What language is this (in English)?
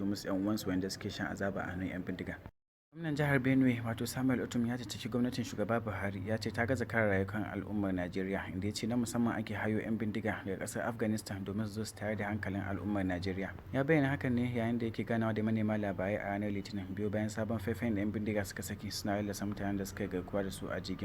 Hausa